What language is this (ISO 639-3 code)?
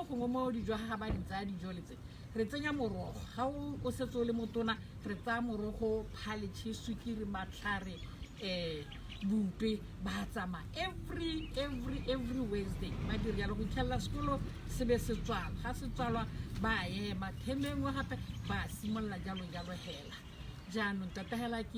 tsn